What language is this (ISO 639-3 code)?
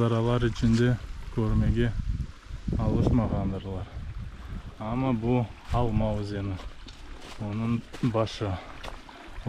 crh